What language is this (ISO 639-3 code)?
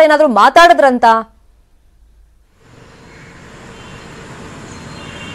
kan